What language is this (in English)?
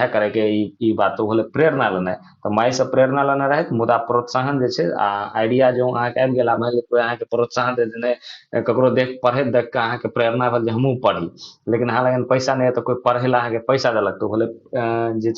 Maithili